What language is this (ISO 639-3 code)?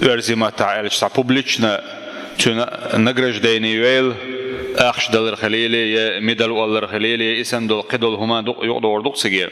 che